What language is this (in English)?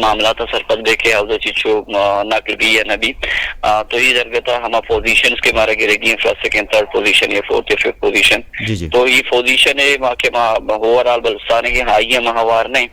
Eastern Balochi